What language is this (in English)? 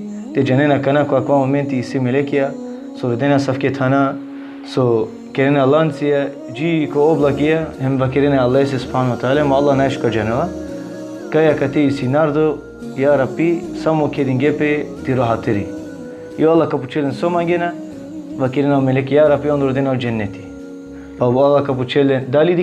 Balkan Romani